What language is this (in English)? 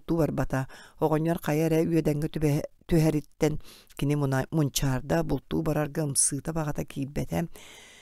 Yakut